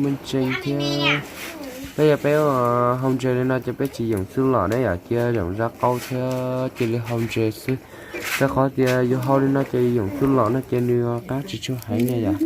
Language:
Hmong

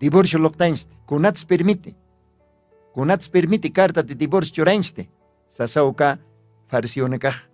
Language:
Aymara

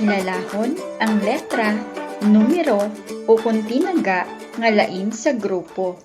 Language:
Hiligaynon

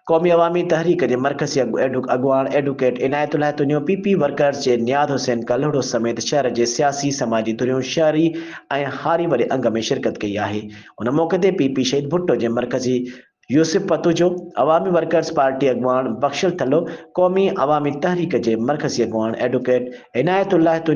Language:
Sindhi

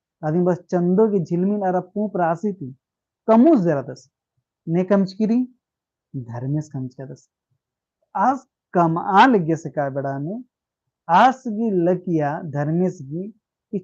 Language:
Kurukh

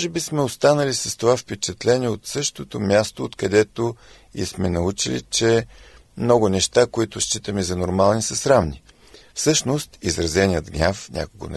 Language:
Bulgarian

